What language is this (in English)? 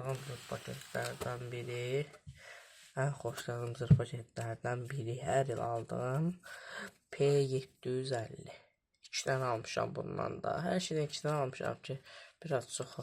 Azerbaijani